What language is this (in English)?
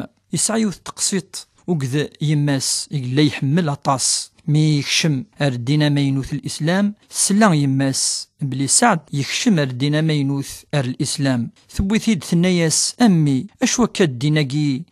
Kabyle